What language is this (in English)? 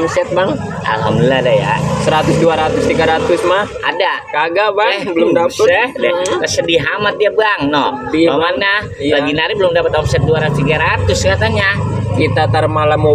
Betawi